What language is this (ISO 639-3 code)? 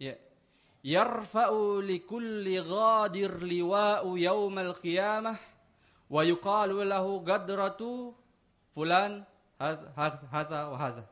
bug